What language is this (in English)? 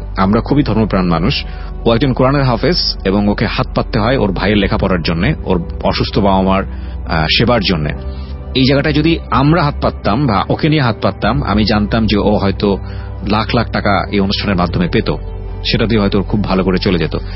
Bangla